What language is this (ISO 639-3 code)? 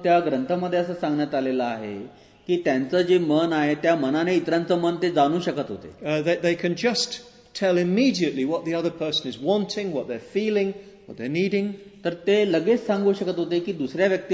mar